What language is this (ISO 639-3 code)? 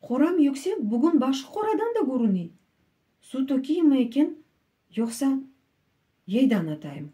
crh